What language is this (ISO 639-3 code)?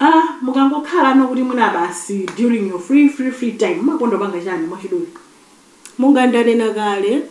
nya